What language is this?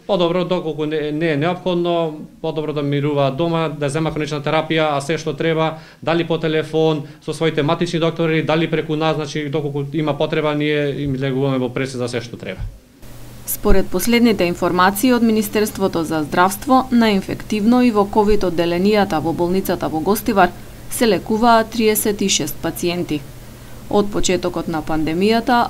Macedonian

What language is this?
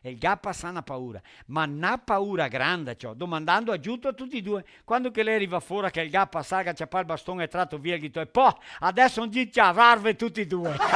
Venetian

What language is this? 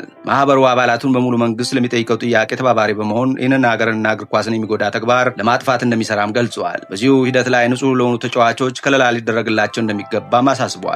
Amharic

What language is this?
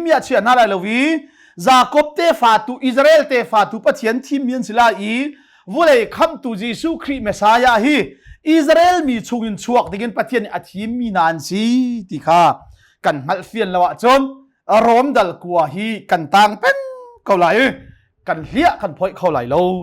Hakha Chin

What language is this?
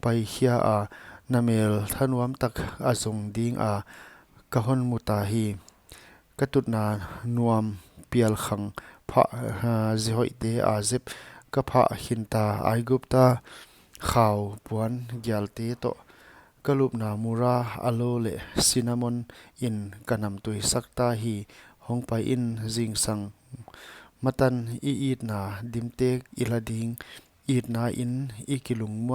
Paite Chin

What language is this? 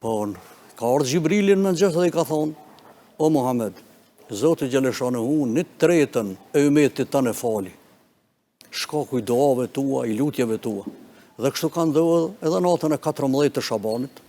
Albanian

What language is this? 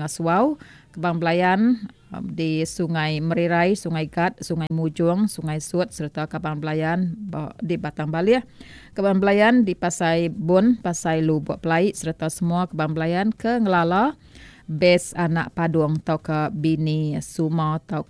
Iban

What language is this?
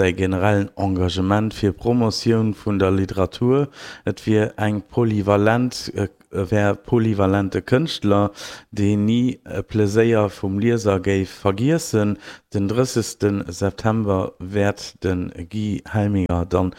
Luxembourgish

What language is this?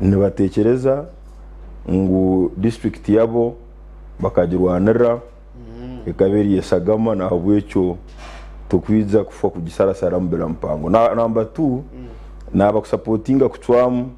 Nyankole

